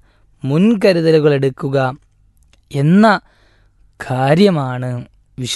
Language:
Malayalam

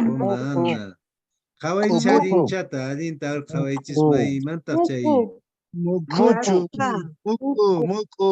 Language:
Quechua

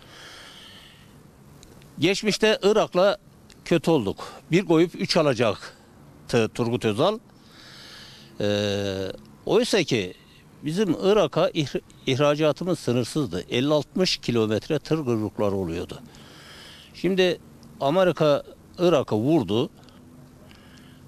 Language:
Turkish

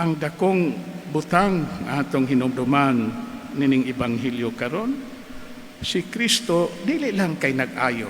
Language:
Cebuano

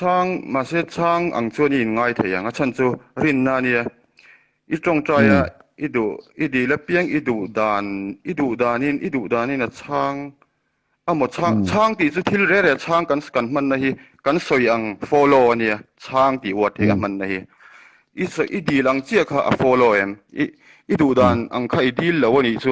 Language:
Mizo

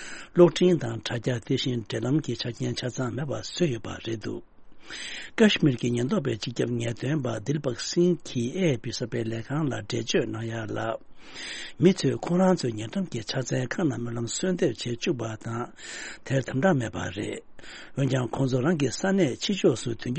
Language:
Tibetan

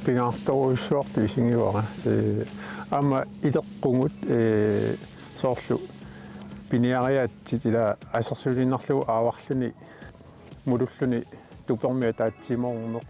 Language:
Kalaallisut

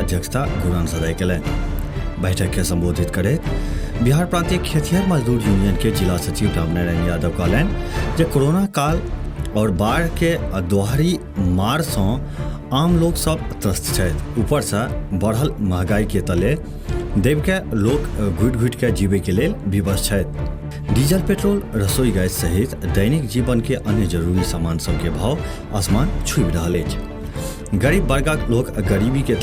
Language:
Maithili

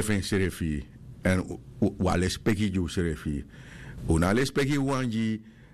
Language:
Sranan Tongo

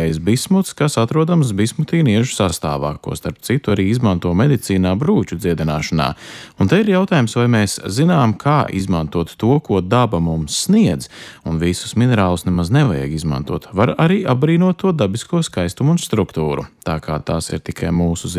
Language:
Latvian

